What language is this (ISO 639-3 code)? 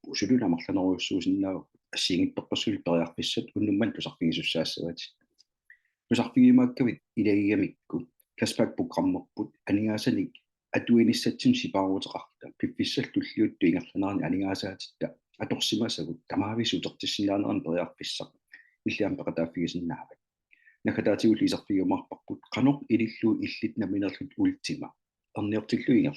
kal